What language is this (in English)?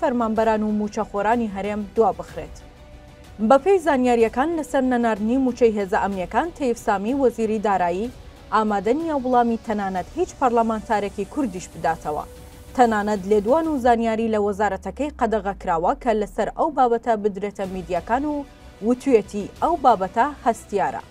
Central Kurdish